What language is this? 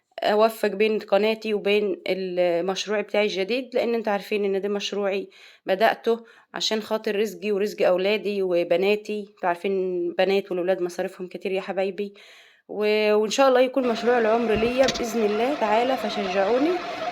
Egyptian Arabic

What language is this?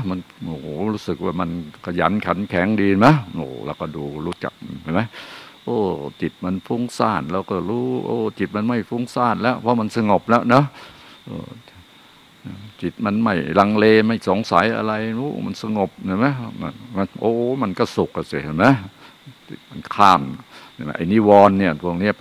Thai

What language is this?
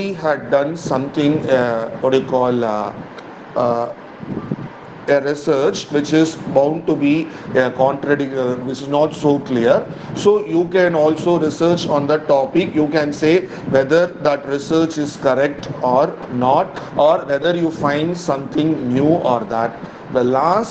English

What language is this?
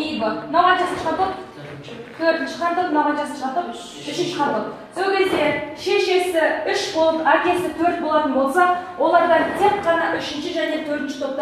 Kazakh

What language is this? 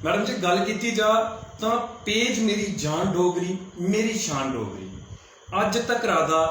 Dogri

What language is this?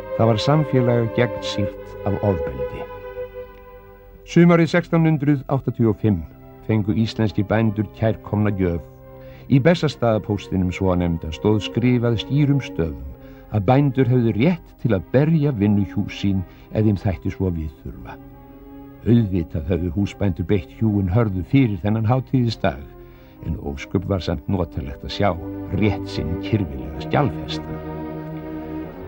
Icelandic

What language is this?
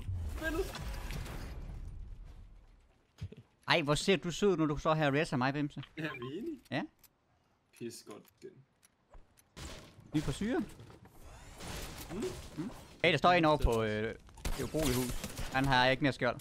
Danish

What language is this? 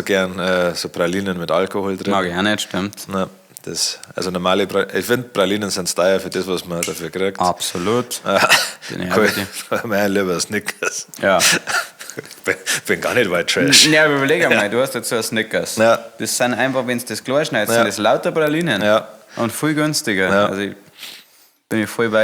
Bavarian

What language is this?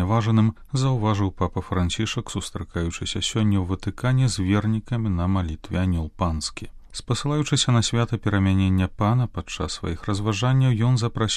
Belarusian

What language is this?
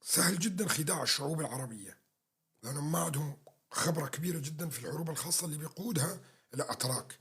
North Levantine Arabic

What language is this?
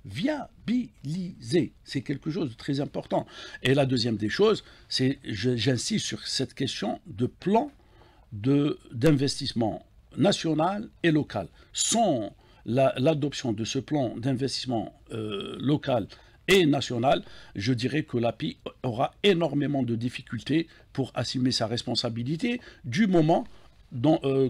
French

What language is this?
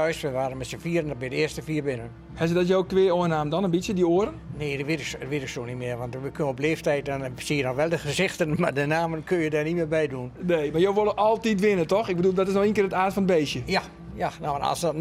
Western Frisian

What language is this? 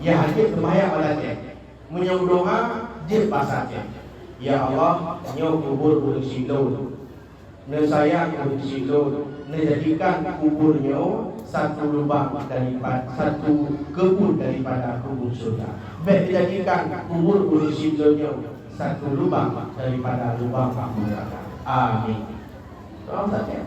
Achinese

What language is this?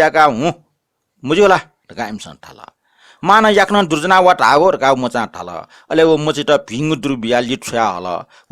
Newari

